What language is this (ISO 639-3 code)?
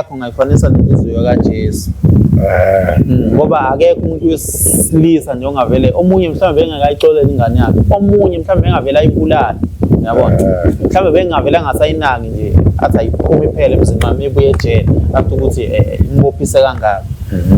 zul